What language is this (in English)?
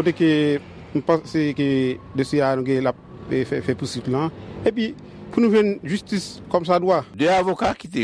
Haitian Creole